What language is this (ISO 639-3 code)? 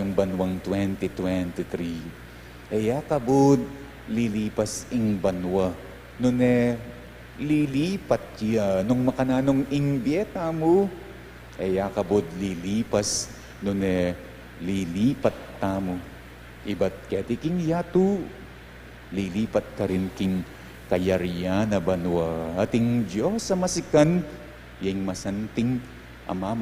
pam